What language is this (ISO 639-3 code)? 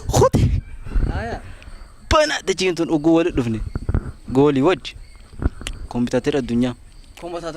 orm